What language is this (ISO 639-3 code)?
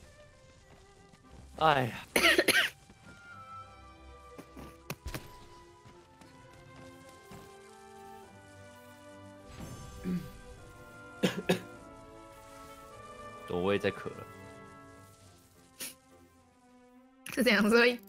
zho